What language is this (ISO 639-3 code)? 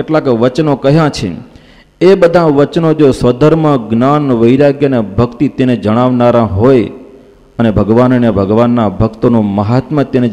guj